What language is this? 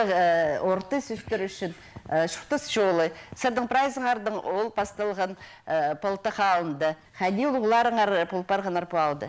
Khakas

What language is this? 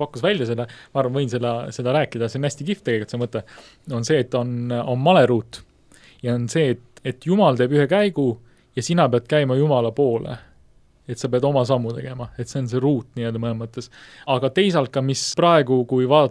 Estonian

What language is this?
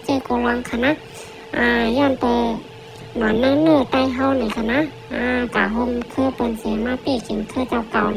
Shan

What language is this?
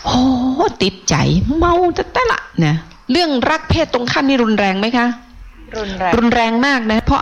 Thai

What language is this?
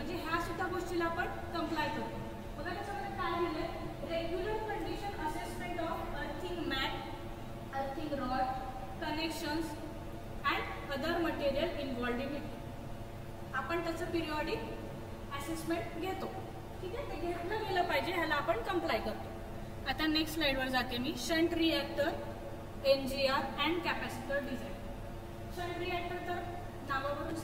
Marathi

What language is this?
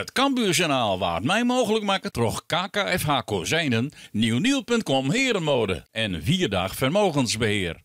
Western Frisian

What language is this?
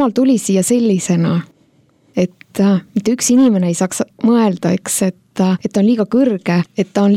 Estonian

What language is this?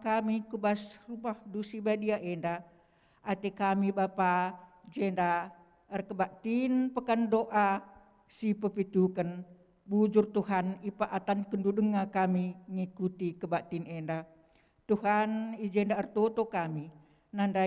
Batak Karo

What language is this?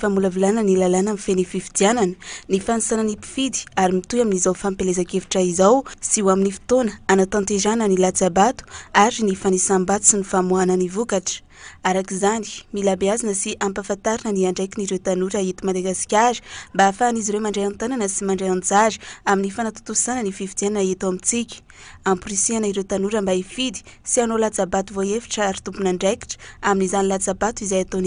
Malagasy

